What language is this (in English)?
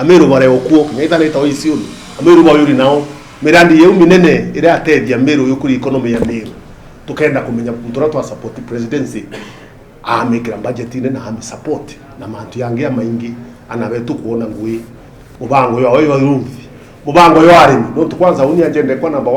Meru